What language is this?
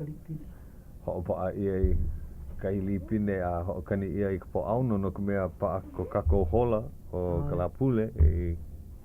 Hawaiian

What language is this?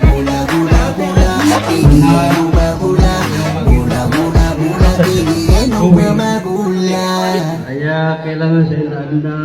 Maranao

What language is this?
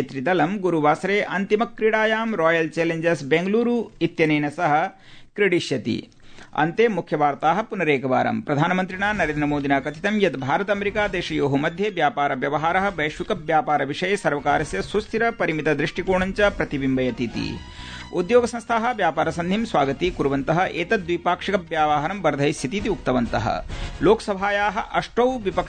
Sanskrit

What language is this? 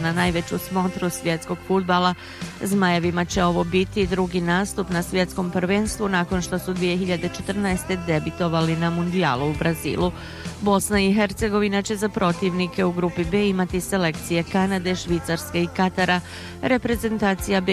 Bosnian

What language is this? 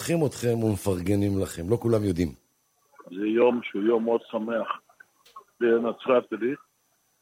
Hebrew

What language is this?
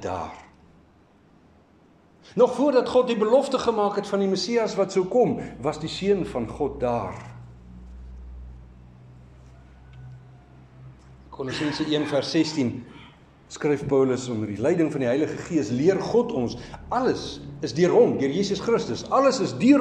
Afrikaans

